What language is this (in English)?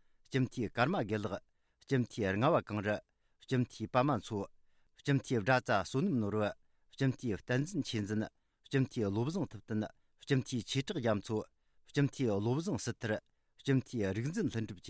Tibetan